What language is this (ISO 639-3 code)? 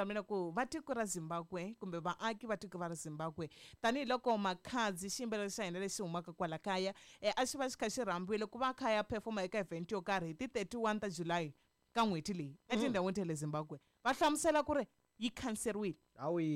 tso